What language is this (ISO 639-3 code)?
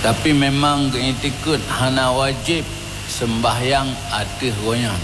ace